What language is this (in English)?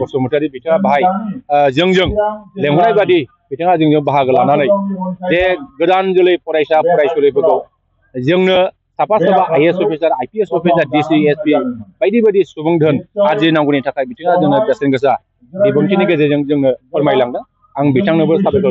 Bodo